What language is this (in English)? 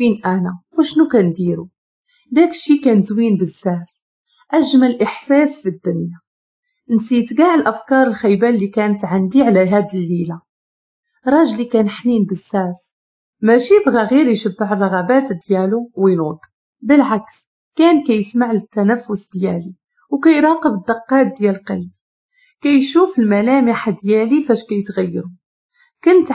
Moroccan Arabic